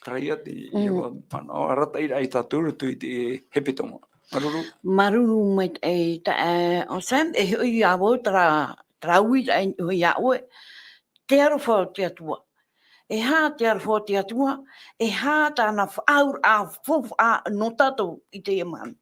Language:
Tahitian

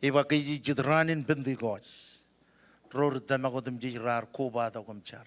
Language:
Marshallese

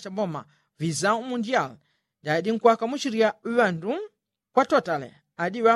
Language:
Yao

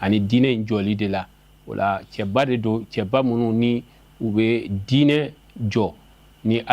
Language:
Bambara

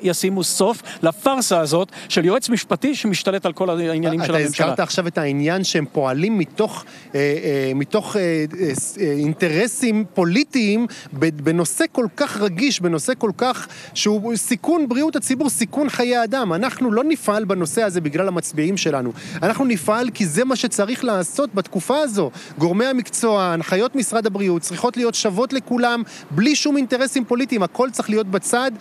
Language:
Hebrew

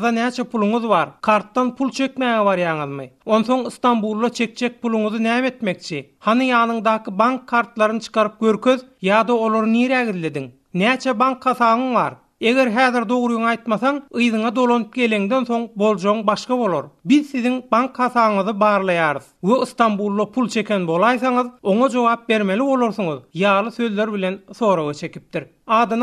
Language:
Turkmen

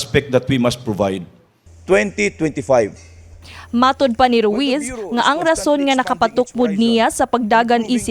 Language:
Cebuano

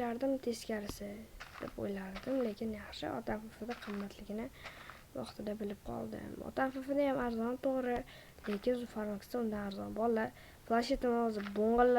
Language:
Uzbek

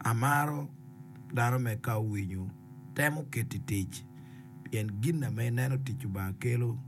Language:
Acoli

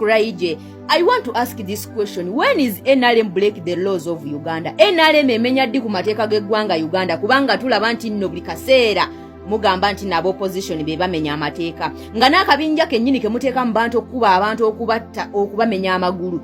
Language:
Ganda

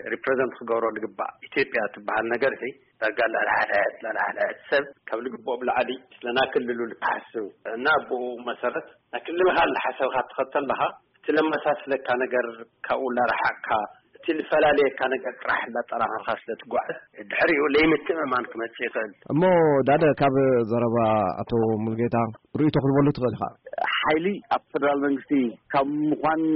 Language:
Tigrinya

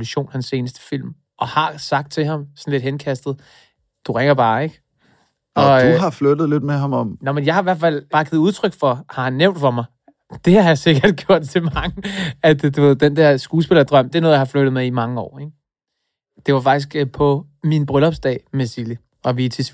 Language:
Danish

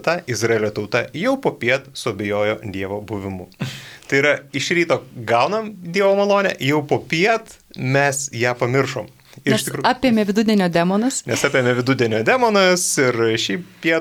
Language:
Lithuanian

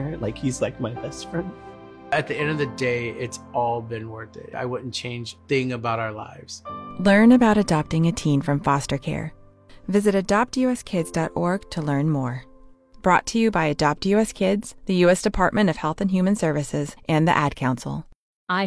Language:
English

